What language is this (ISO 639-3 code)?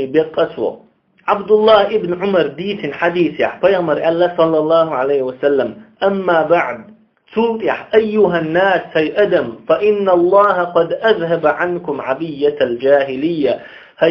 che